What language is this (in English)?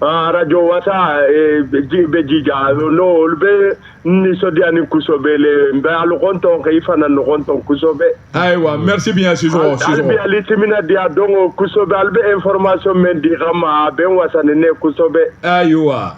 Bambara